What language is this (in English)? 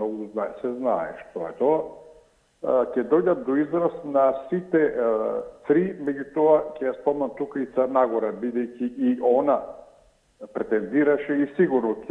Macedonian